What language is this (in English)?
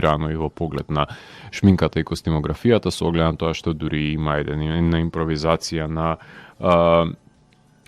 Macedonian